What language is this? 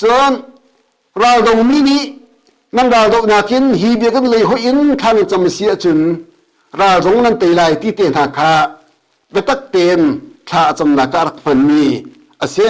Hakha Chin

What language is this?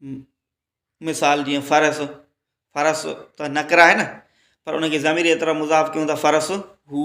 Sindhi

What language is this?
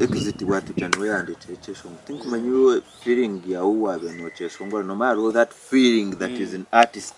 Nyankole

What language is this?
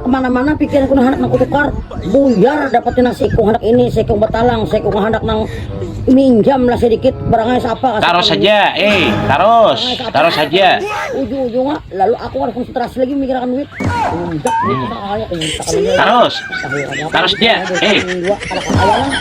Banjar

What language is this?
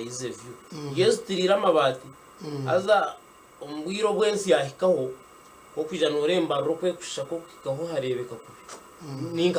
Nyankole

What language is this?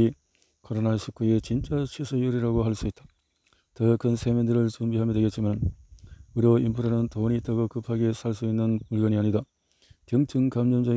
Korean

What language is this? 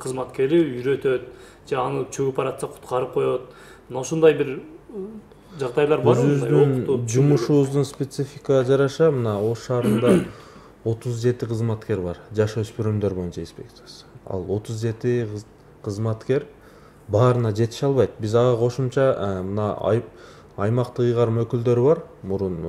Kyrgyz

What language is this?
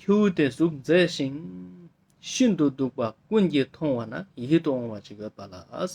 Ladakhi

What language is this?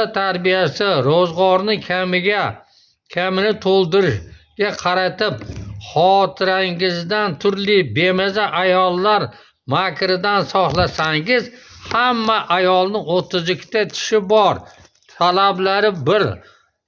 Uzbek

